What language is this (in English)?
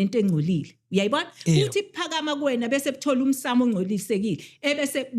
Zulu